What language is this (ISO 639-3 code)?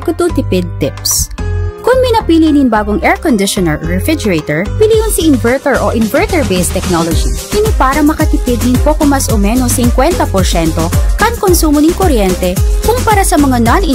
bik